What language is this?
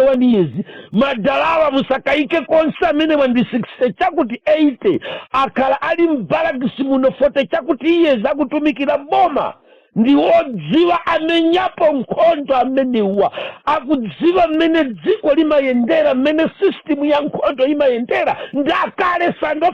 Nyanja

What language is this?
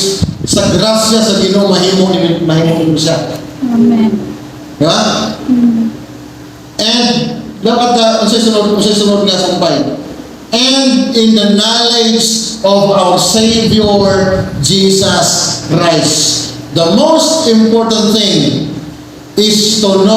Cebuano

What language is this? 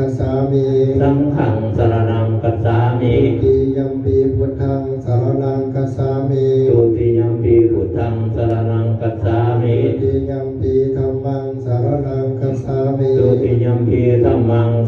Pali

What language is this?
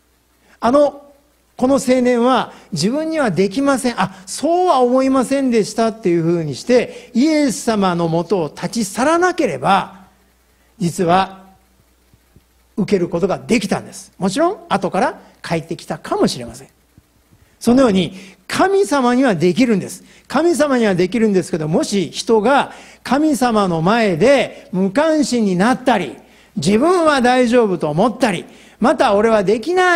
Japanese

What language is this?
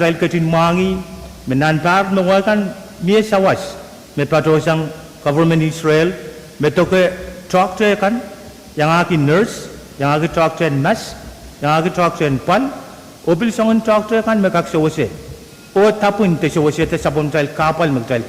Pohnpeian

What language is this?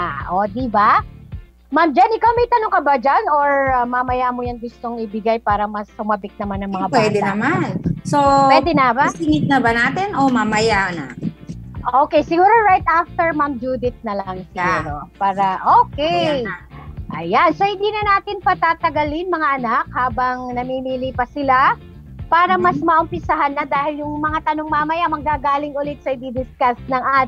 Filipino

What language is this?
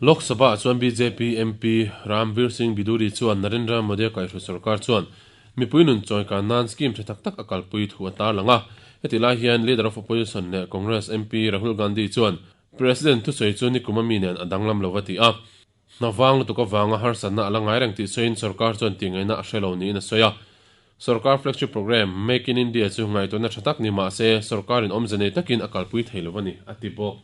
Mizo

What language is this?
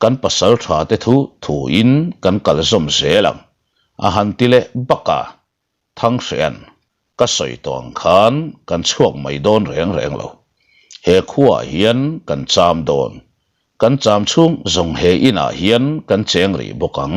Mizo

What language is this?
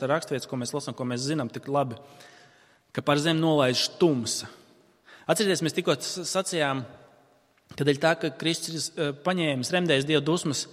Latvian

